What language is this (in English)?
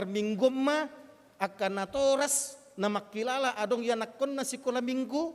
Batak Toba